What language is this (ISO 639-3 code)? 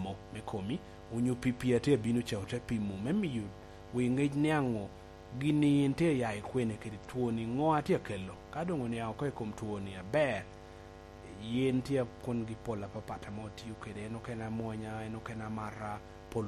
laj